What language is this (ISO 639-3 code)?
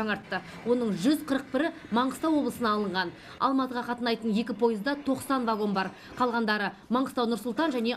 kaz